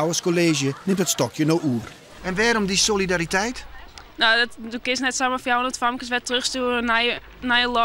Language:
Western Frisian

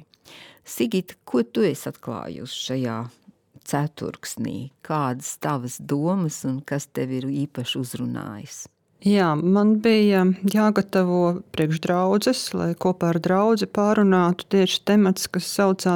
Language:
Latvian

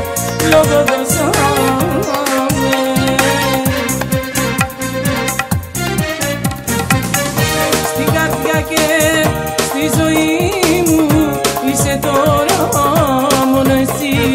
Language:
Greek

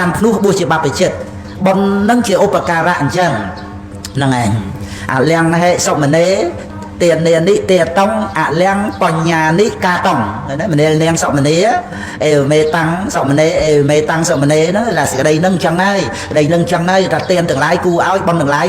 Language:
Khmer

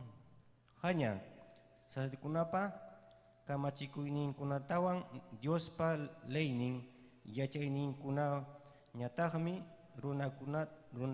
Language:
Ayacucho Quechua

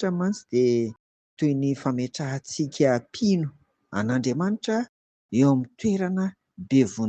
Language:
Malagasy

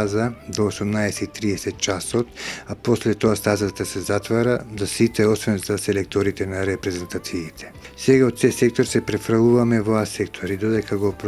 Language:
Macedonian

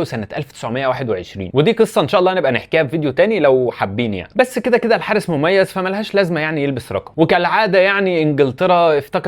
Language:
Egyptian Arabic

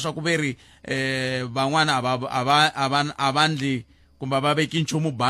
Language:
Tsonga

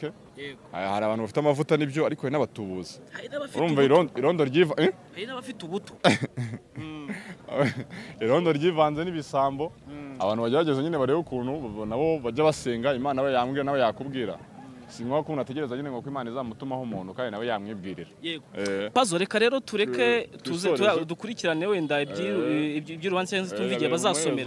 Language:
Kinyarwanda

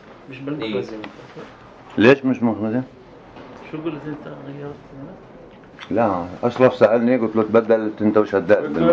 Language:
North Levantine Arabic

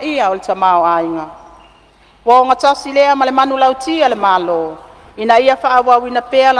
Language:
Samoan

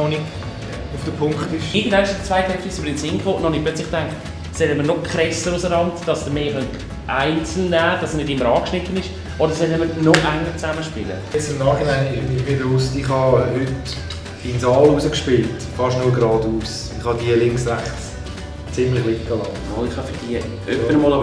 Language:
Swiss German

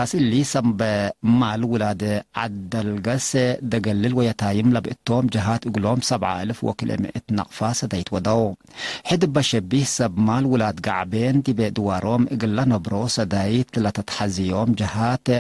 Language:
Tigre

